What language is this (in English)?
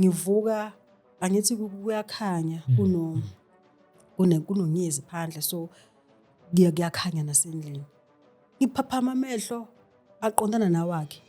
Zulu